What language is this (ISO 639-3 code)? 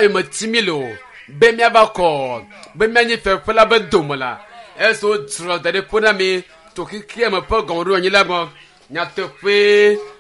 ewe